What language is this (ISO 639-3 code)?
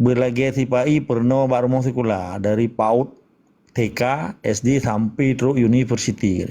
ace